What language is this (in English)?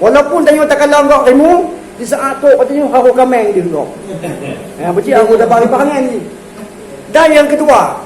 Achinese